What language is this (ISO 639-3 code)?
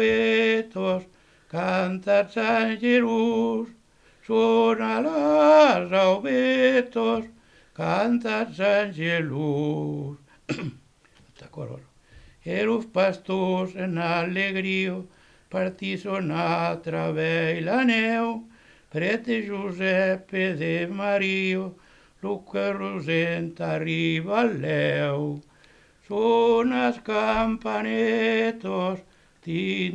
oci